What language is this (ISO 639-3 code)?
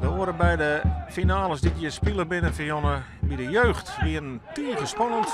fry